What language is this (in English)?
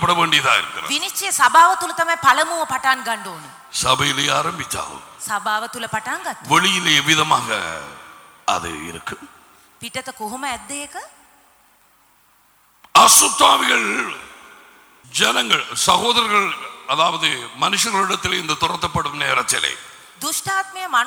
Tamil